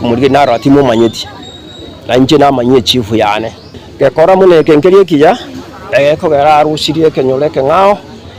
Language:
Gusii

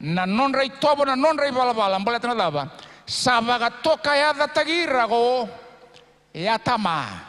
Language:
Fijian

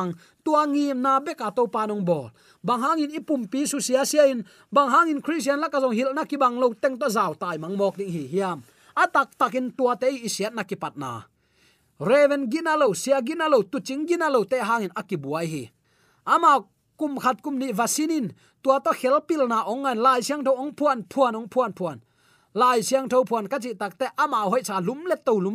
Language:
Tedim Chin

